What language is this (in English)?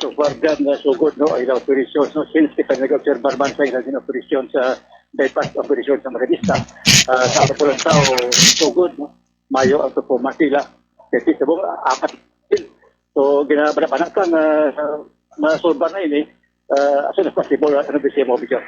Hiligaynon